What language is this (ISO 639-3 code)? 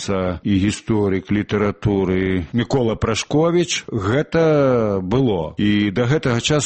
bel